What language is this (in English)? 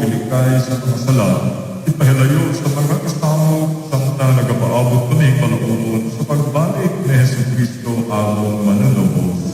Cebuano